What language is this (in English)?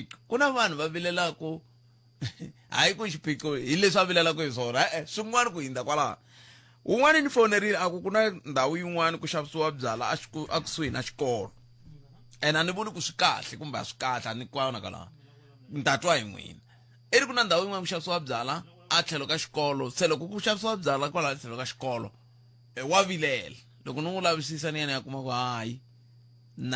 Tsonga